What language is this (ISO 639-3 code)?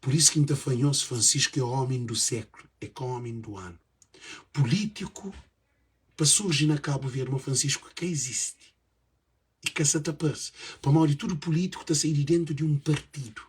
kea